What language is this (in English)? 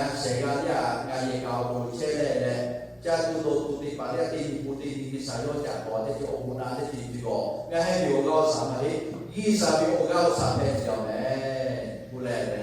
Lahu